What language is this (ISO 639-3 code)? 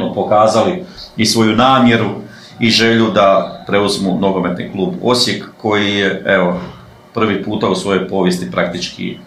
hrv